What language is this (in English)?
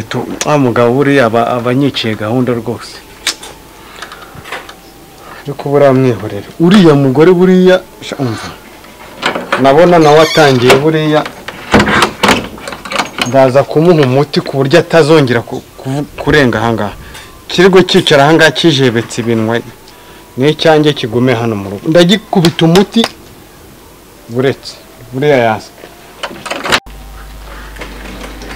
Kinyarwanda